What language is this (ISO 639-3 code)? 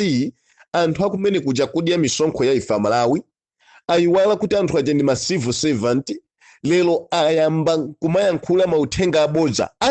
nya